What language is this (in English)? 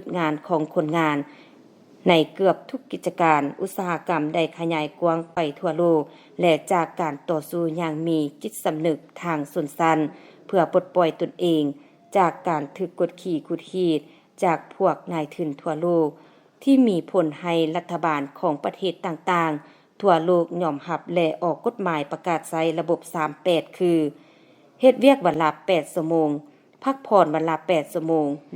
Lao